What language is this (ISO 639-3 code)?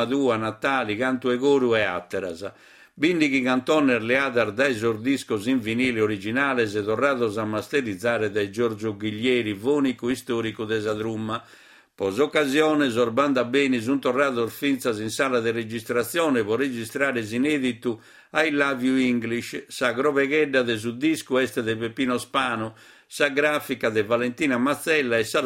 srd